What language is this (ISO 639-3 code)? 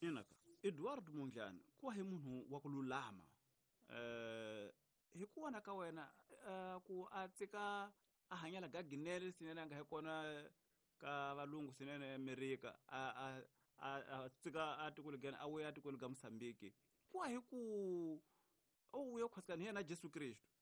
tso